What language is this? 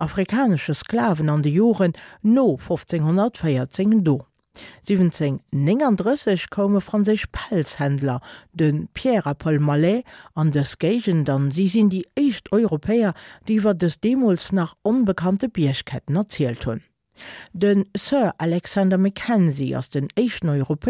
Luxembourgish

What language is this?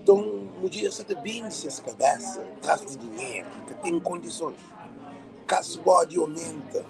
Kabuverdianu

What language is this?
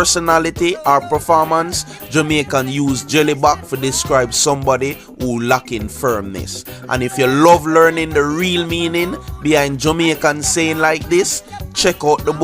Jamaican Creole English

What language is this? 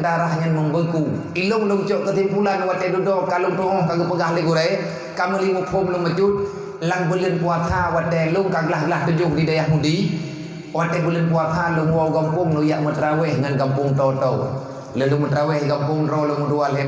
Achinese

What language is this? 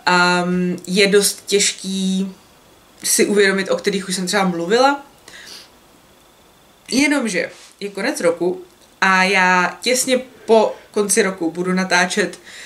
Czech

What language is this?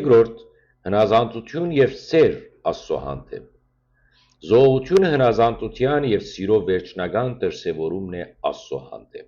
Western Armenian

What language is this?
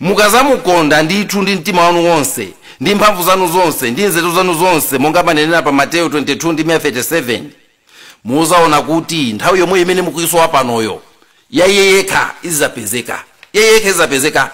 Nyanja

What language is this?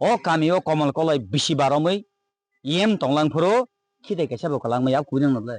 Kok Borok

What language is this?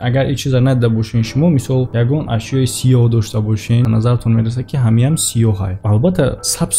Tajik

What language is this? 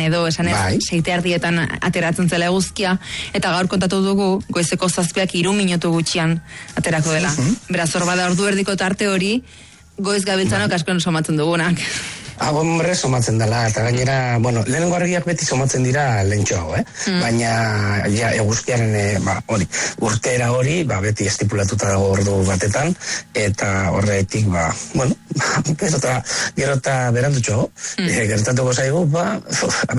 Basque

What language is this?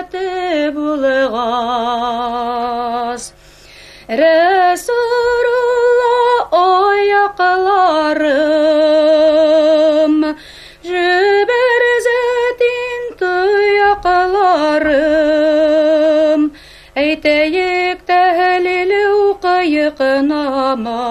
Bashkir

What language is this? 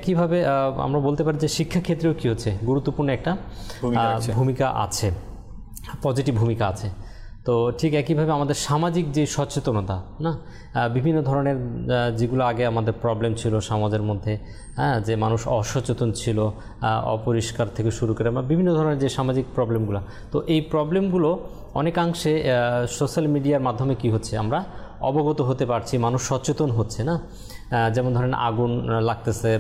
Bangla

